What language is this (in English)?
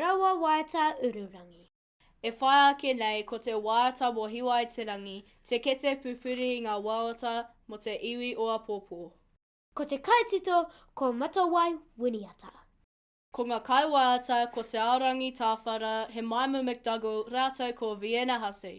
Māori